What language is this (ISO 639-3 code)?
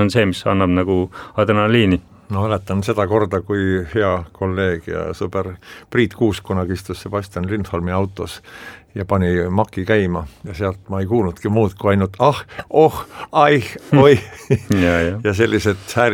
est